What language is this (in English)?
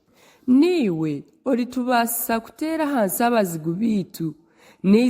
Nyankole